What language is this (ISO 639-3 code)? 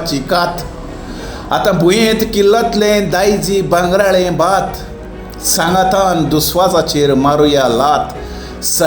kok